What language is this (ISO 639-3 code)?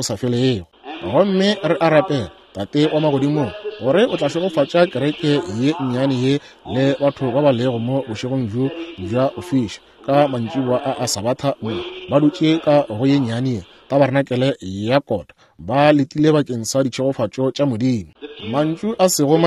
nso